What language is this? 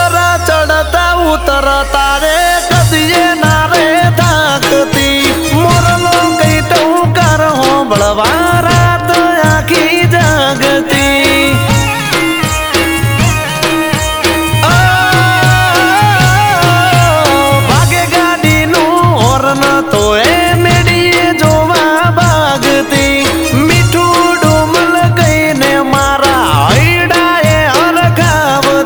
Gujarati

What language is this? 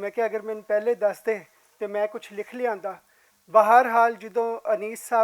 Western Panjabi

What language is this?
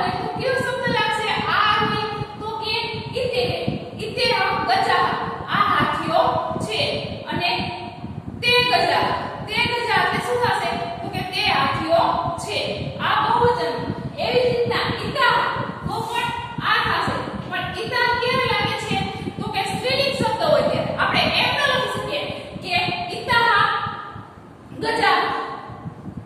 Gujarati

